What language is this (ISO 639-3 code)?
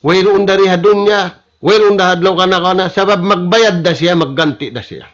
tsg